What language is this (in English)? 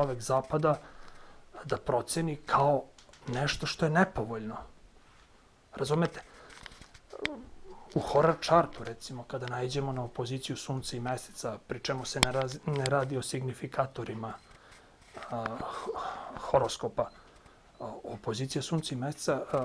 Serbian